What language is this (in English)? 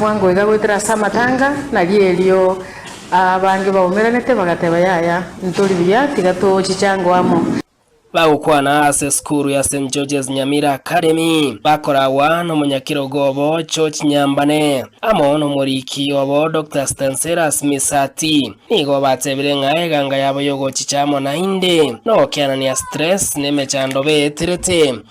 Gusii